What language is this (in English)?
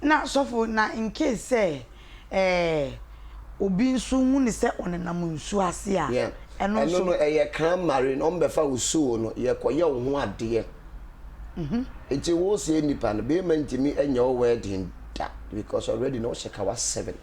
Akan